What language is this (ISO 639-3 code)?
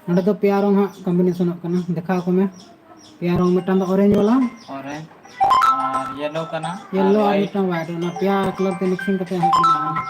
sat